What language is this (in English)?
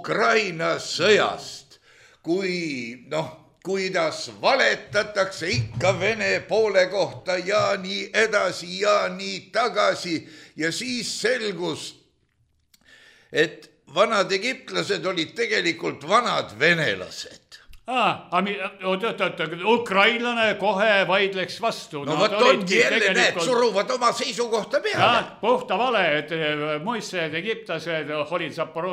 Estonian